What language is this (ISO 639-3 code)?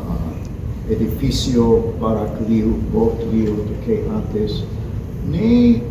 tet